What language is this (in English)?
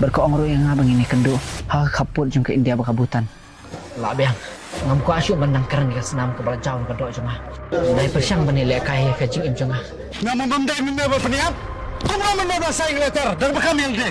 Khasi